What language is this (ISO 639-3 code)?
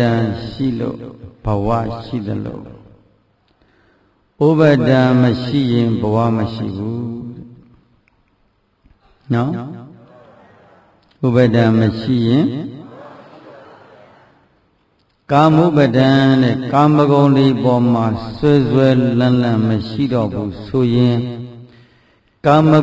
mya